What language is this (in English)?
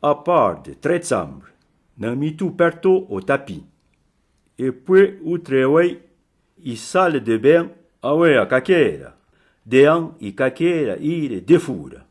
Arpitan